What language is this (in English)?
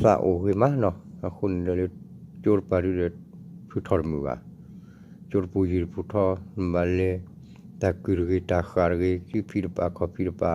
S'gaw Karen